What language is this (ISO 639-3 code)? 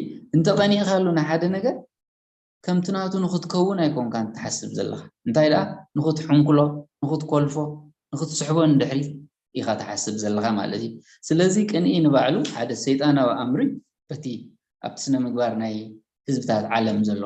tir